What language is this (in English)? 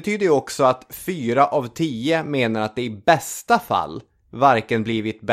Swedish